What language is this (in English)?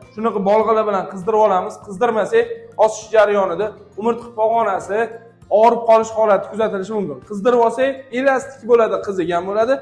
Uzbek